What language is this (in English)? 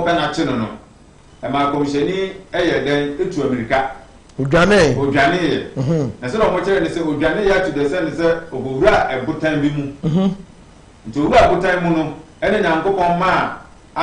Akan